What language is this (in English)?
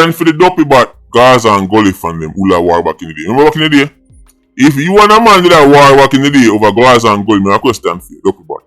Jamaican Creole English